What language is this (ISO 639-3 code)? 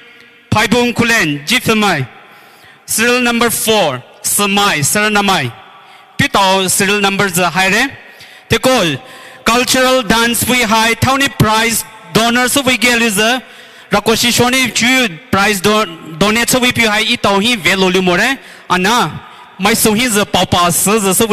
pmx